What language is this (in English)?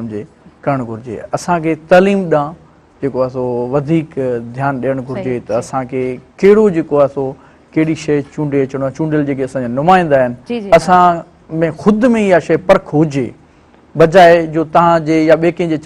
Sindhi